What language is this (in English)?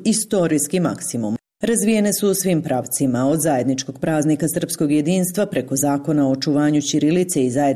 Serbian